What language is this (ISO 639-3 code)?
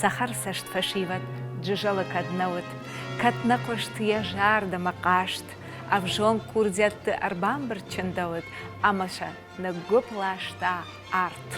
oss